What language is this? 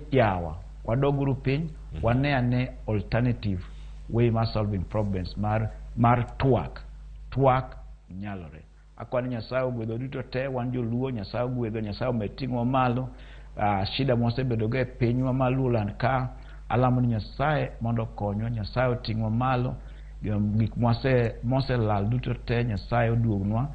Luo (Kenya and Tanzania)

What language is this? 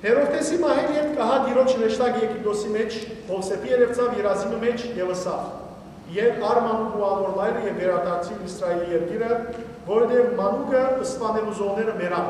Western Armenian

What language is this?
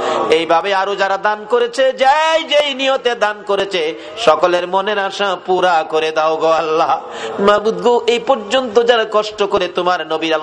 Bangla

